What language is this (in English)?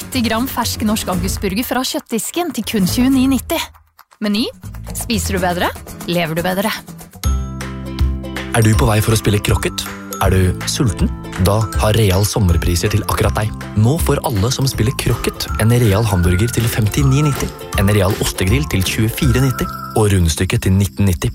Norwegian